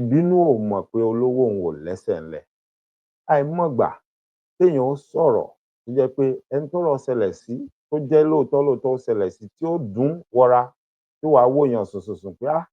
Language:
Yoruba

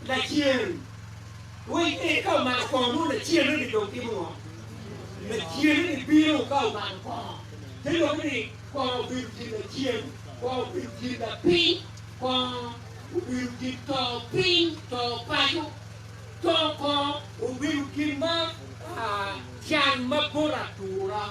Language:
Acoli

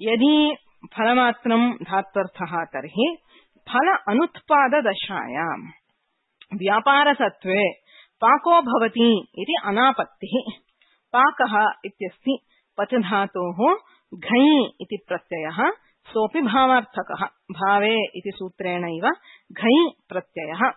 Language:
Sanskrit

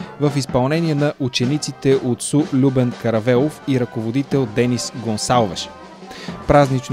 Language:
Bulgarian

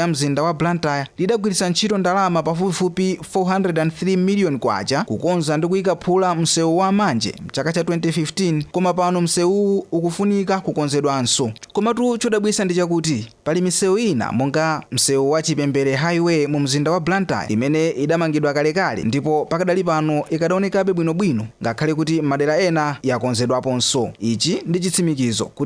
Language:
Nyanja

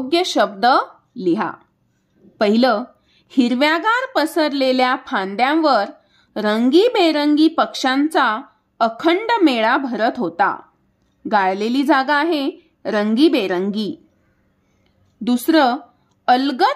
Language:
Marathi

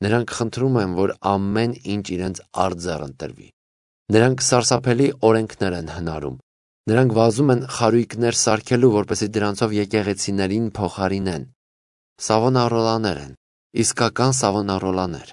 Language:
Armenian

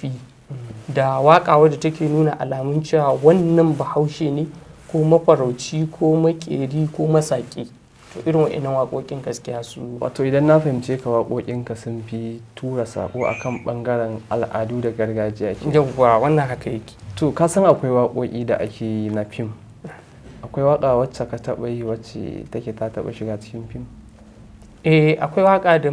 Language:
Hausa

